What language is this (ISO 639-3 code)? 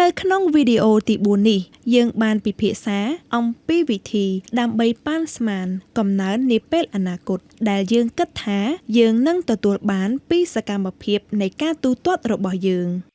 khm